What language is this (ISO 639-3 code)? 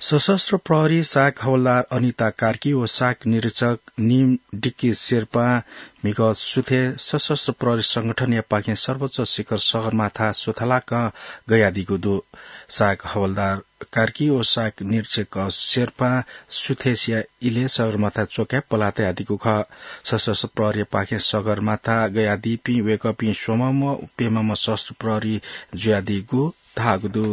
new